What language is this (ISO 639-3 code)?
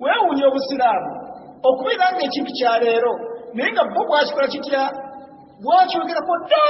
lug